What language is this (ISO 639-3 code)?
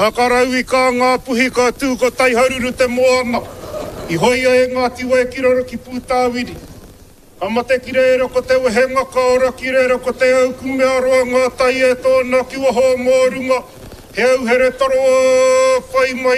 mri